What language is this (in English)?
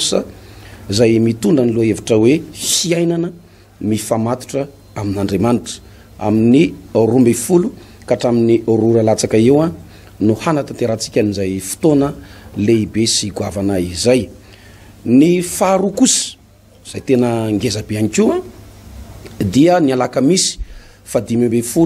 Malagasy